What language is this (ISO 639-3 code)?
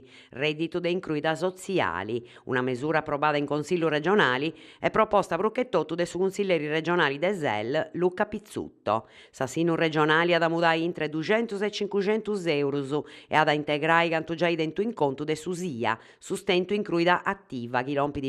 srd